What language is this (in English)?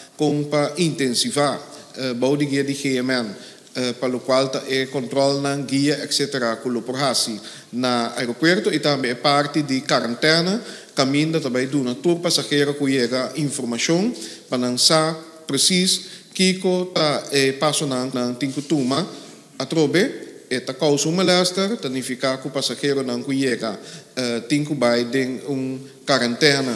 Papiamento